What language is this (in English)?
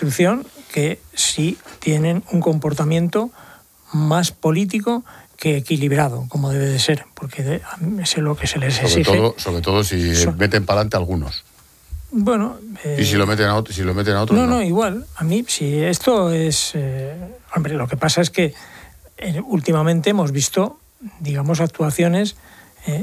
Spanish